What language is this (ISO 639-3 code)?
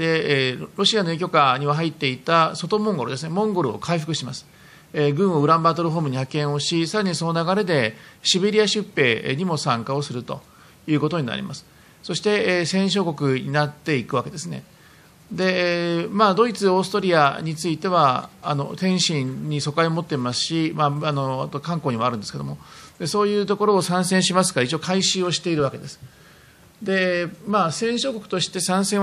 jpn